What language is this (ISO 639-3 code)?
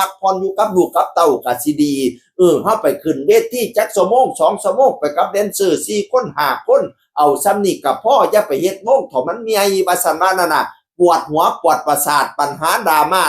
tts